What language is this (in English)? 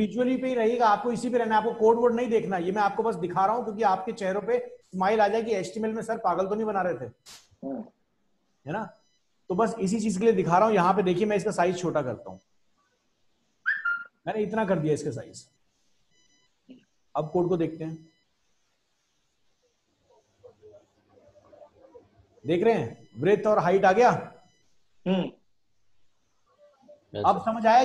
Hindi